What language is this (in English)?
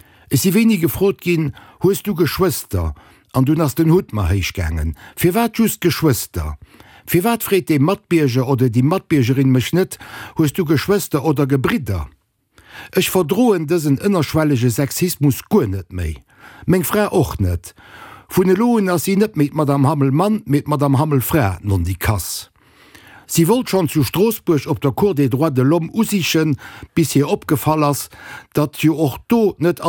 Luxembourgish